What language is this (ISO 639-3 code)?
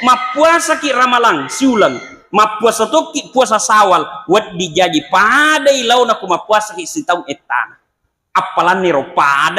bug